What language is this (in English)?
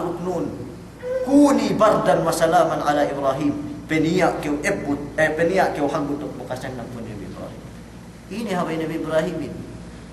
Yakan